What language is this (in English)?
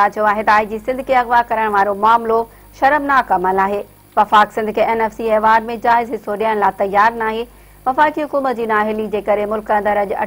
Sindhi